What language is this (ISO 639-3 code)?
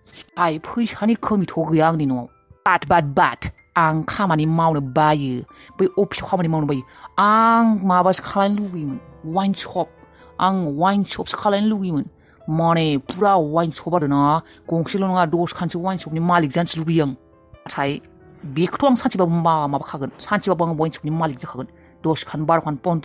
brx